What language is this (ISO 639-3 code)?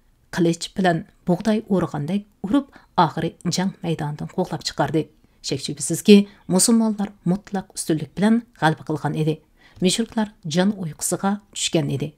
uig